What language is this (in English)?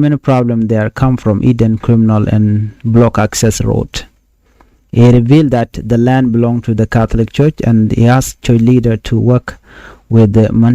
Nuer